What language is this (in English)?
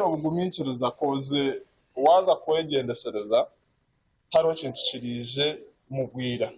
Nyankole